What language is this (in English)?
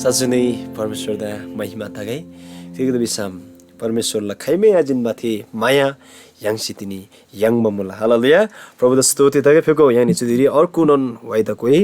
Eastern Tamang